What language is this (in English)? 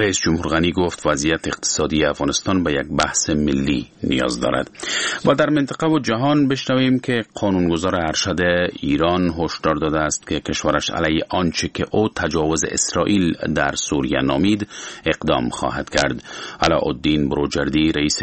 Persian